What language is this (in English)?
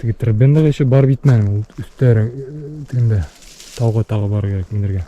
Bashkir